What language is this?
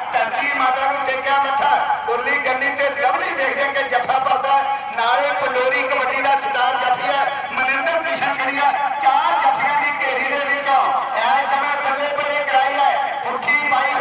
Punjabi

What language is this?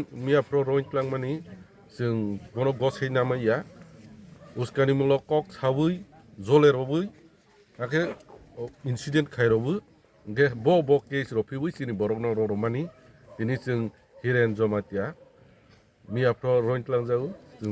Riang (India)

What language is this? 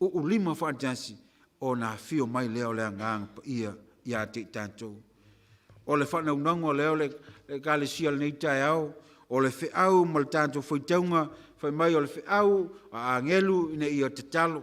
Samoan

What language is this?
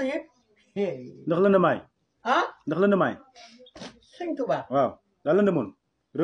Wolof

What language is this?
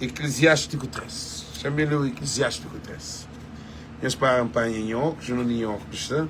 Kabuverdianu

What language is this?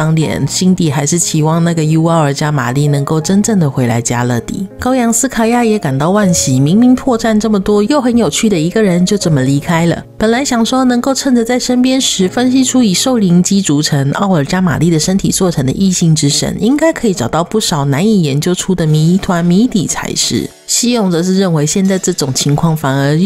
Chinese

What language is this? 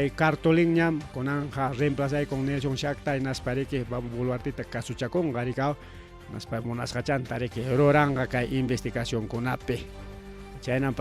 Ayacucho Quechua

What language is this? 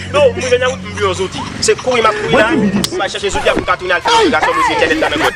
Haitian Creole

